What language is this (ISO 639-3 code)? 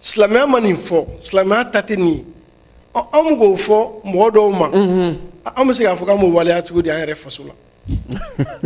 bam